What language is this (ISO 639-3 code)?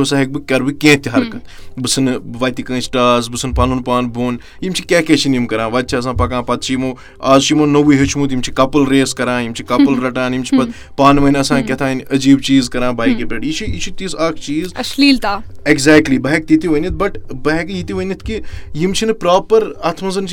kas